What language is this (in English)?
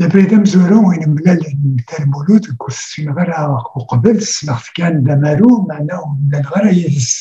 Kabyle